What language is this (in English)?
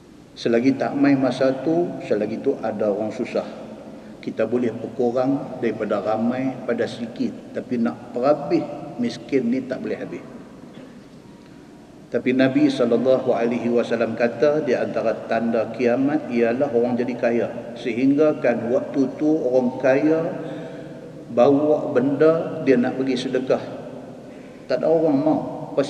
Malay